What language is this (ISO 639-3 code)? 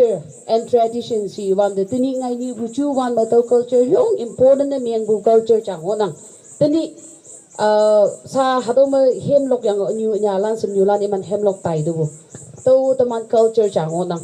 nag